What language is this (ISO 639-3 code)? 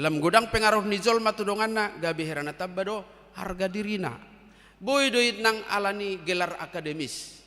bbc